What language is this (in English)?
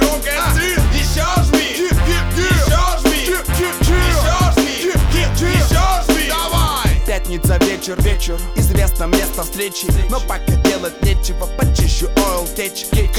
Russian